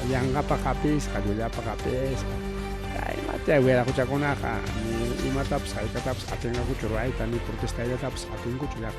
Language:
Ayacucho Quechua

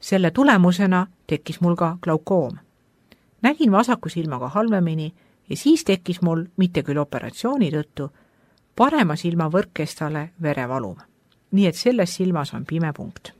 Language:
Estonian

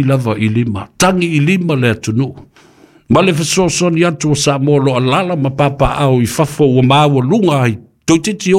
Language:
Samoan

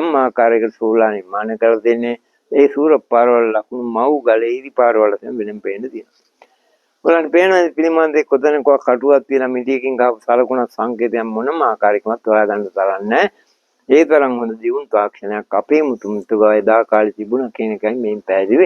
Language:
Sinhala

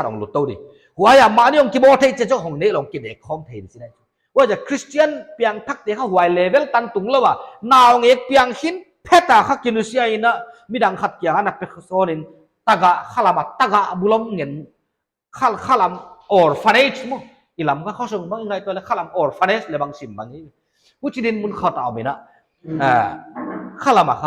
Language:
Paite Chin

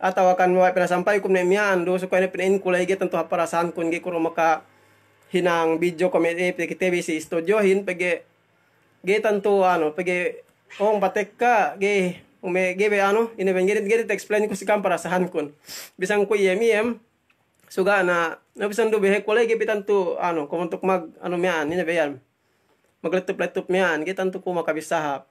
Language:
Yakan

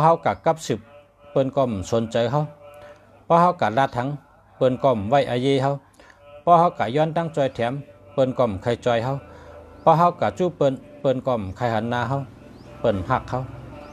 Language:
Shan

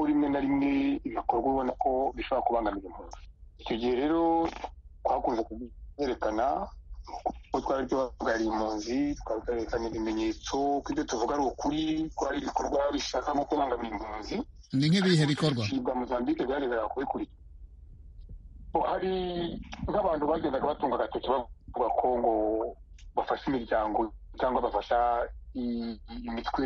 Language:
Kinyarwanda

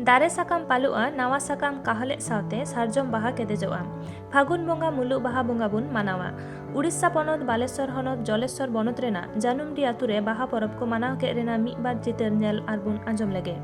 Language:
Santali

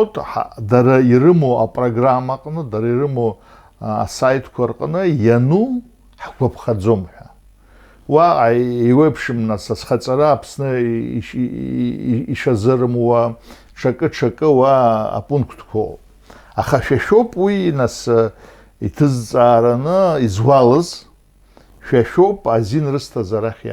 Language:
Abkhazian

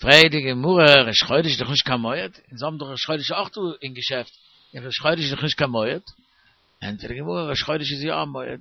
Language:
Yiddish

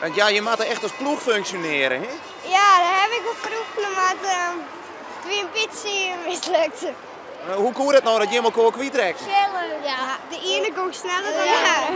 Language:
Western Frisian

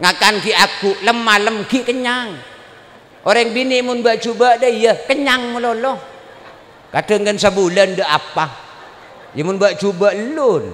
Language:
Madurese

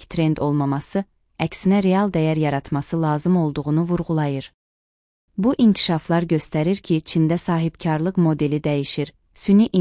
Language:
Azerbaijani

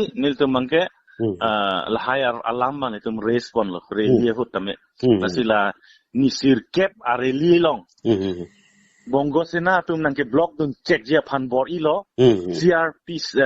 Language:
Karbi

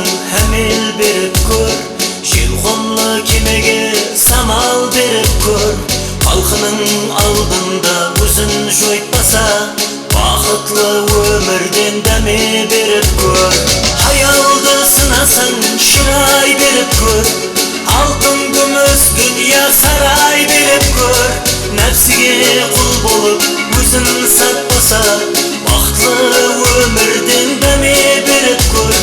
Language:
Kara-Kalpak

